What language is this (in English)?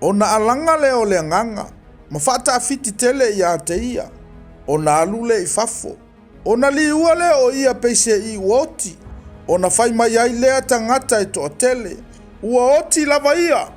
Samoan